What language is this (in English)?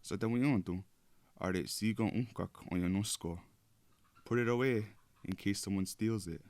Mohawk